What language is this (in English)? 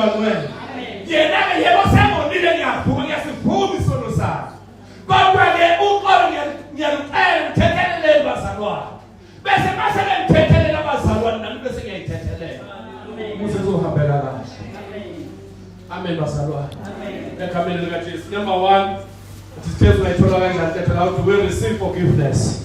Zulu